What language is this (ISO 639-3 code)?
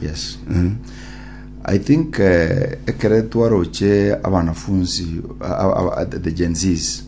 guz